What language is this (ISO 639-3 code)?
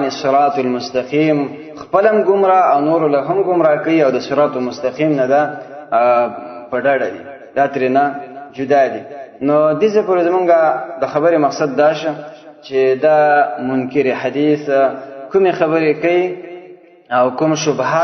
pus